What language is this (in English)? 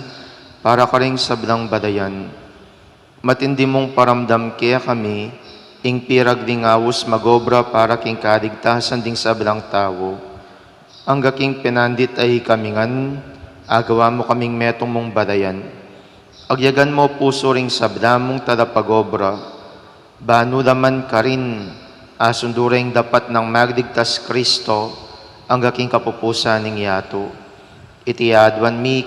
Pampanga